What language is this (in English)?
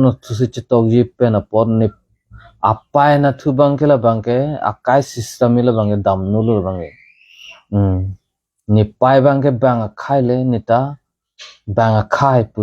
Karbi